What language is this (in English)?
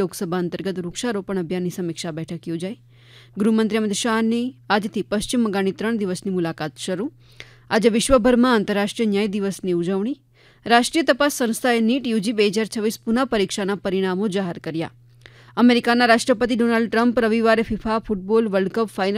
Gujarati